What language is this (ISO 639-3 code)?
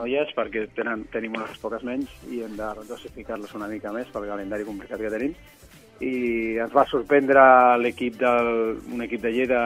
cat